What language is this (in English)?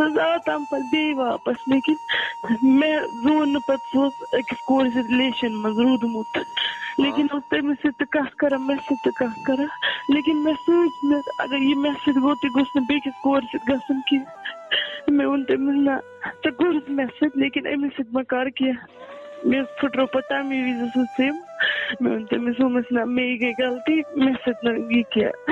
Kashmiri